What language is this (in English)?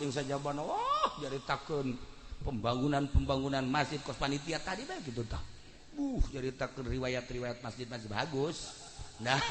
Sundanese